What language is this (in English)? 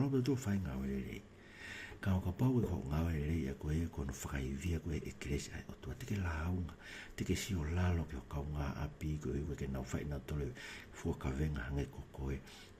Tongan